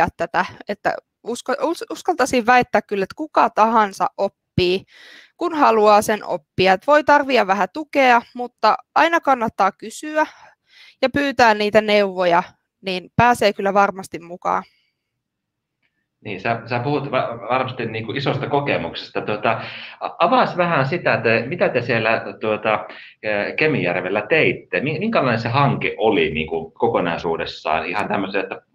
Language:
Finnish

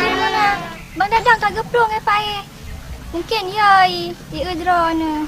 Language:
Achinese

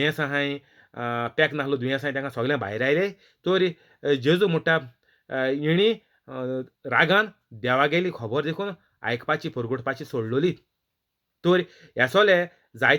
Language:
Konkani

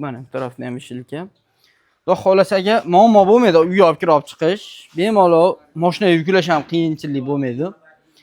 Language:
Uzbek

